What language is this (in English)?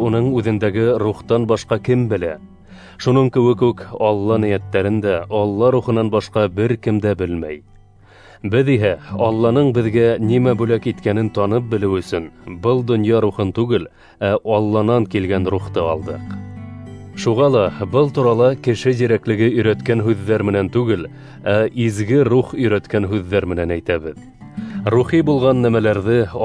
Bashkir